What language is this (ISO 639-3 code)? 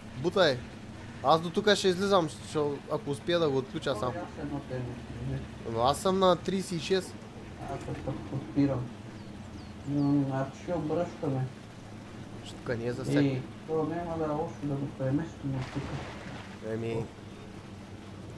bul